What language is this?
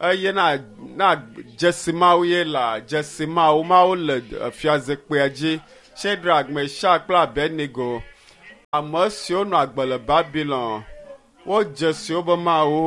Ewe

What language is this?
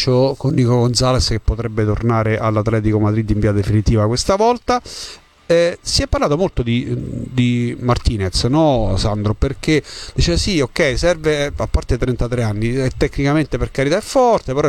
Italian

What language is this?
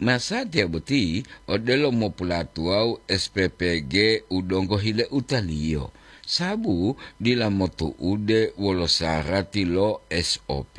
Gorontalo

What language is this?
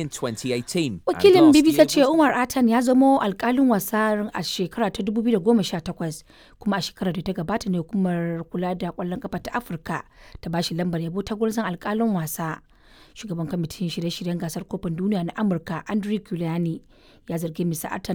Hausa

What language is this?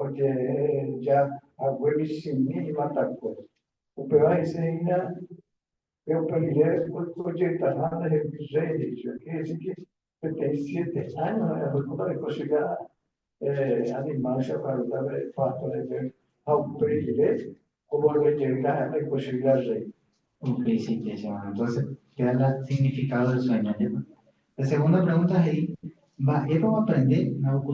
Guarani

